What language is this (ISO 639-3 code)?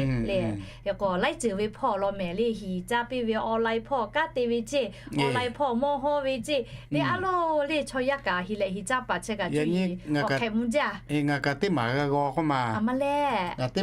lhu